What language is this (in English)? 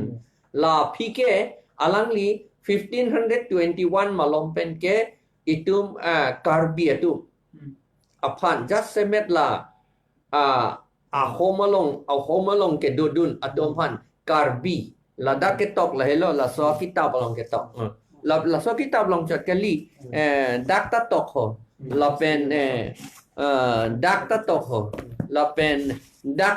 Karbi